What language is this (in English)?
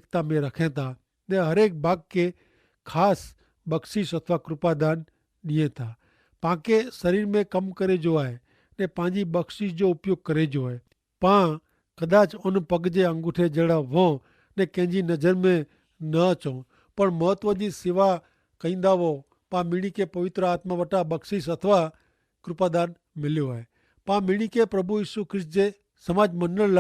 Kachhi